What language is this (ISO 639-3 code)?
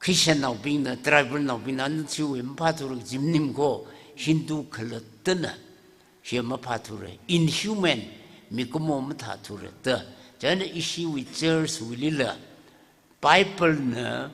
nmf